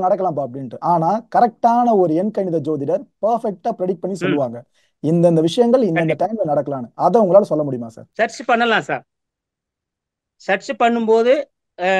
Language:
Tamil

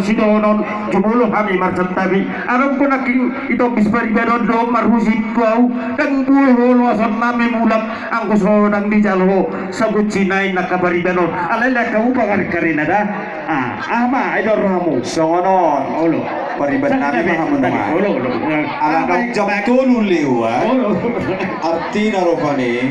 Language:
Batak Toba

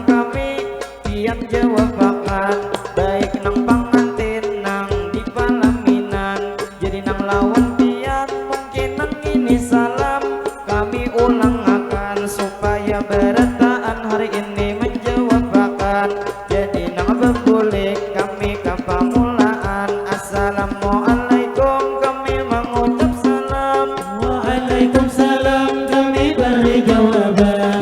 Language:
Banjar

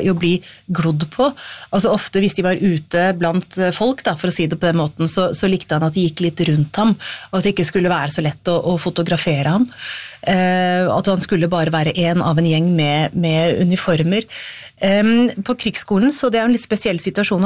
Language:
Norwegian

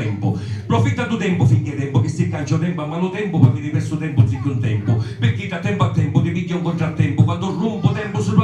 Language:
Sicilian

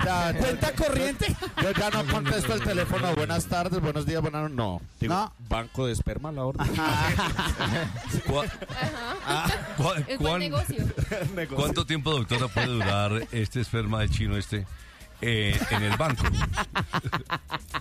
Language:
Spanish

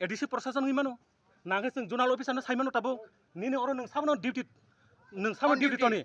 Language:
Kok Borok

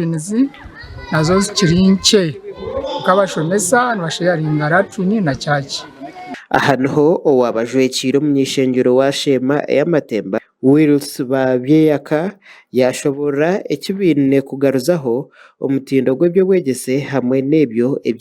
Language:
Nyankole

